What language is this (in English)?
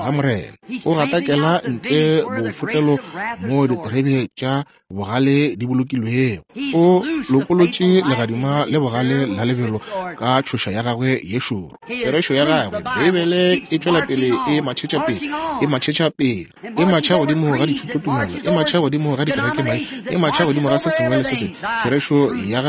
Northern Sotho